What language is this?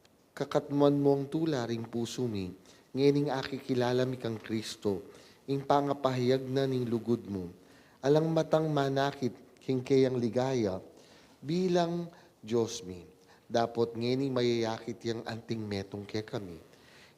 Pampanga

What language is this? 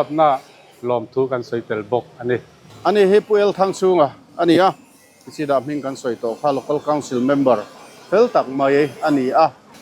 Mizo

